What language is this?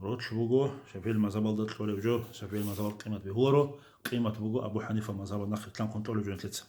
Avaric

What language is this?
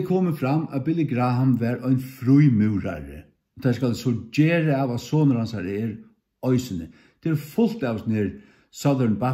Faroese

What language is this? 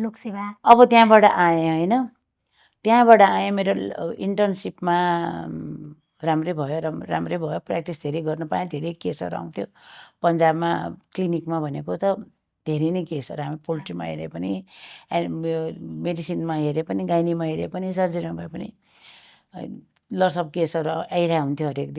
Nepali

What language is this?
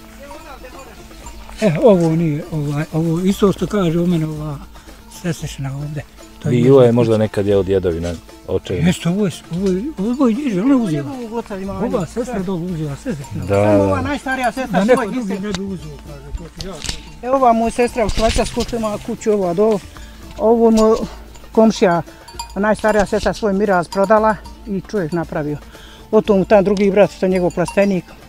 Bosnian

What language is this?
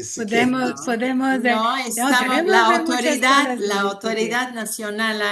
Ladino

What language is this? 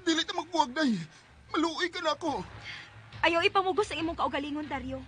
Cebuano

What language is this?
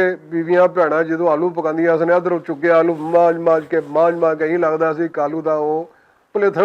Western Panjabi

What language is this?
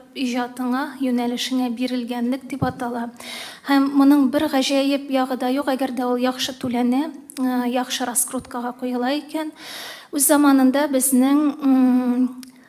Tatar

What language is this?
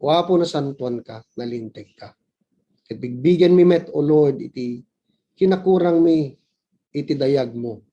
Iloko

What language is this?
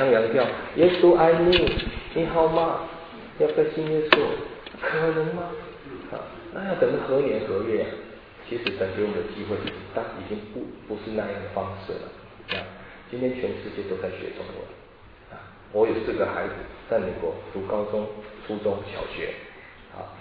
Chinese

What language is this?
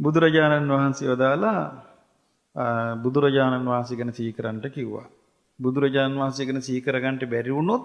Sinhala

